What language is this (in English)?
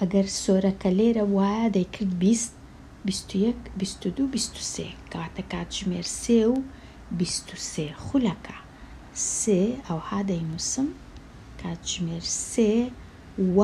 Central Kurdish